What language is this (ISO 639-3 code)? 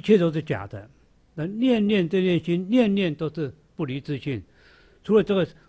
zho